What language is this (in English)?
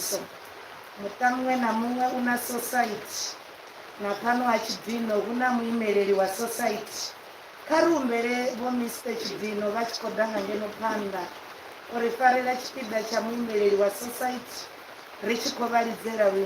Venda